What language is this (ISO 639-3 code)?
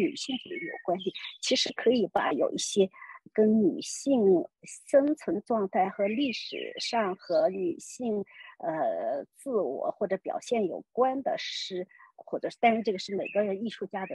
zho